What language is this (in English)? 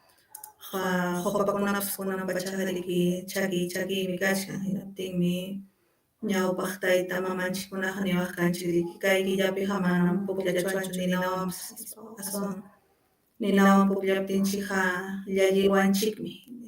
Ayacucho Quechua